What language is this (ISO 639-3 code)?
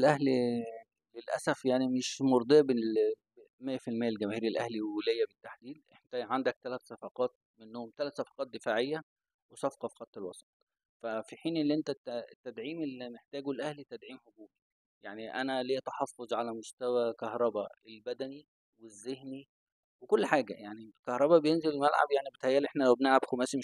arz